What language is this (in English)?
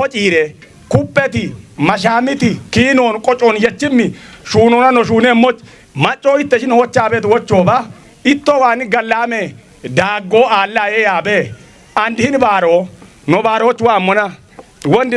Kafa